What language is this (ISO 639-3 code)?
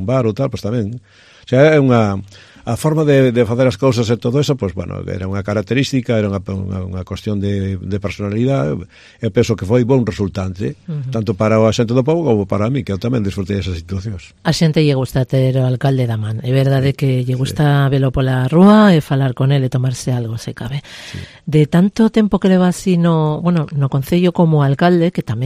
glg